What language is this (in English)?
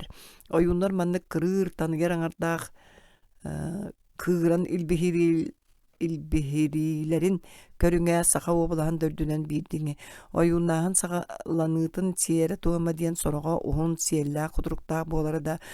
Yakut